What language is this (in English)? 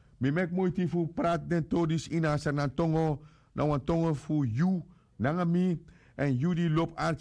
Sranan Tongo